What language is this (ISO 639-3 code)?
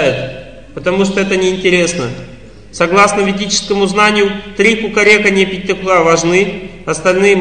rus